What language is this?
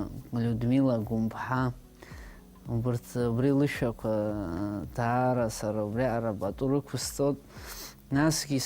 Abkhazian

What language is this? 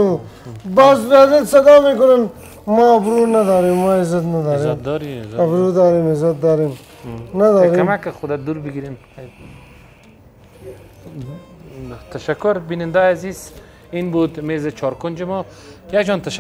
Persian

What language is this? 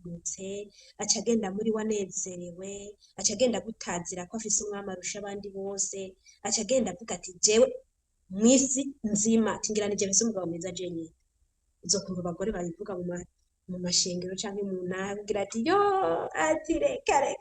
Rundi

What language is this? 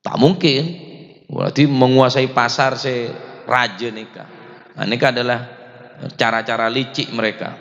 Madurese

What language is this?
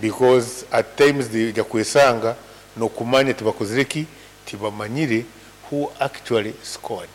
Nyankole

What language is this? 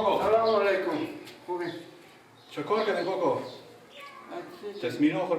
Persian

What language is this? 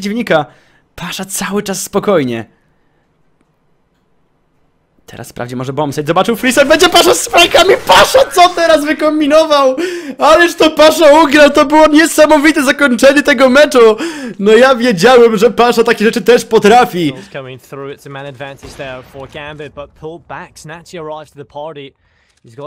Polish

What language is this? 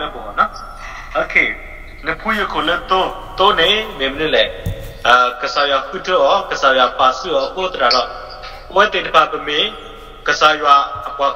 S'gaw Karen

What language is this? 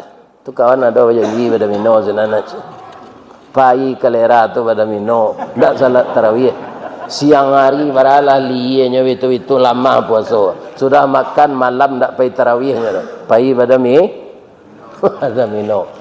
Minangkabau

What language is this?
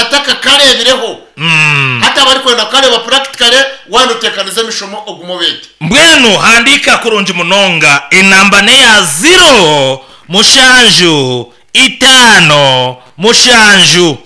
Nyankole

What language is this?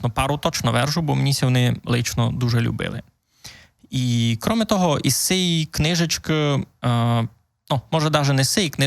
Rusyn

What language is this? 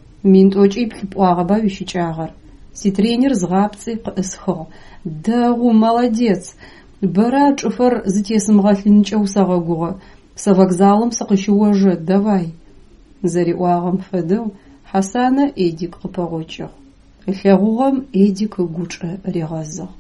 Adyghe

